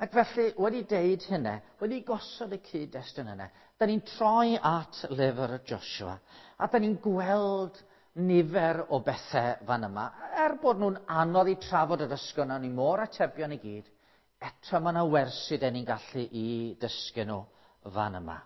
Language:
Welsh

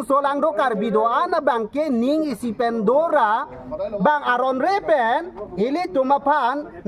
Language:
Karbi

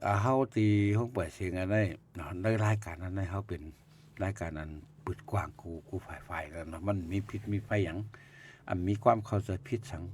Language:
Shan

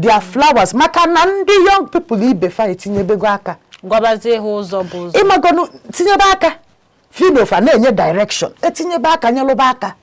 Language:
Igbo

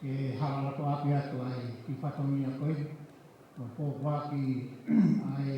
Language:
Tongan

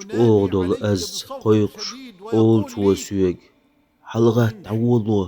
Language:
Chechen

